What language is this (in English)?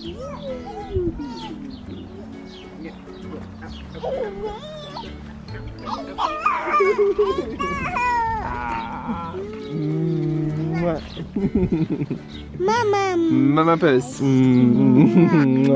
Swedish